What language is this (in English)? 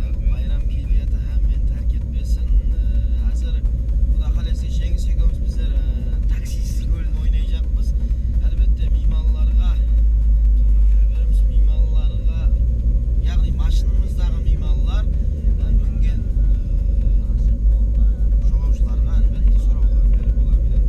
Kara-Kalpak